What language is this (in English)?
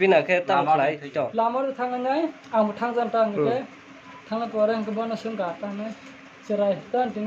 Kok Borok